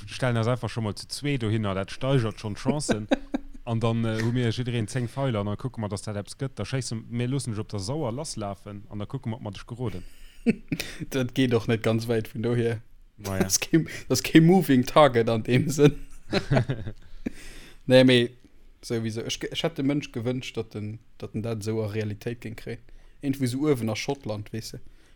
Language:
Luxembourgish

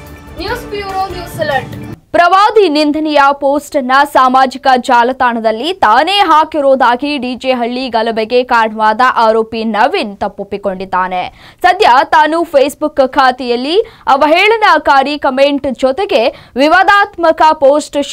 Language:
Kannada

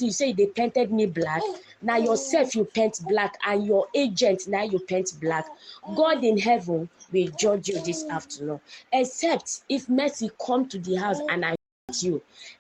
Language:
Igbo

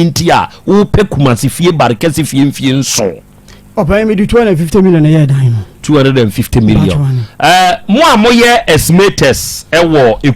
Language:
Akan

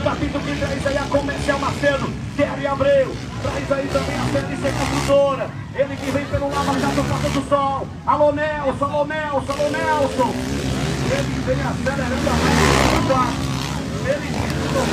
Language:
Portuguese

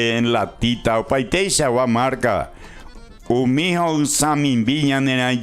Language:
Guarani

